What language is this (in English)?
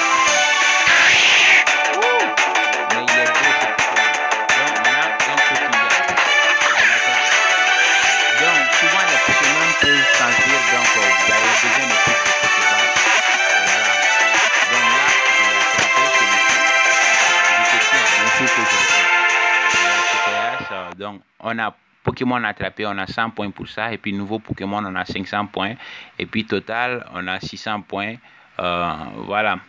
French